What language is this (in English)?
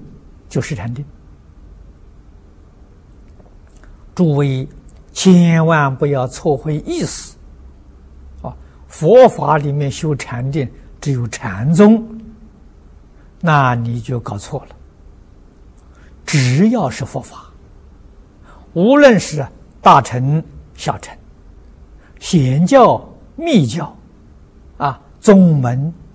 Chinese